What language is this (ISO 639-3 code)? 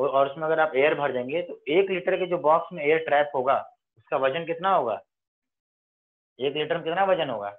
hin